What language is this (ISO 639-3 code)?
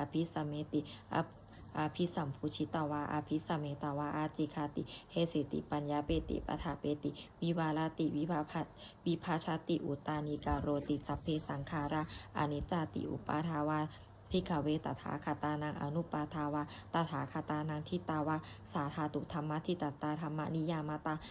pli